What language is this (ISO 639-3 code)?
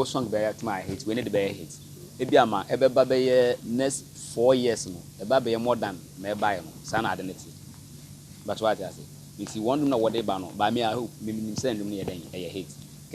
aka